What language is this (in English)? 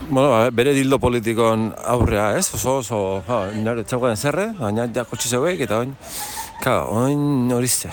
Basque